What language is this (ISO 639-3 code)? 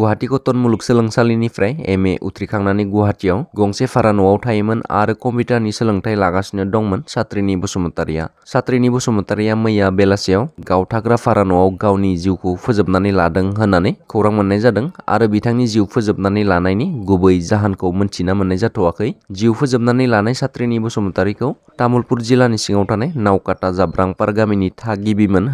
brx